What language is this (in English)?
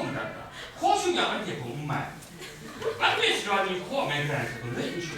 Kachin